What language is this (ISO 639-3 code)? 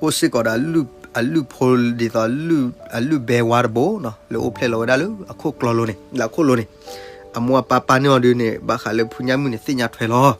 ksw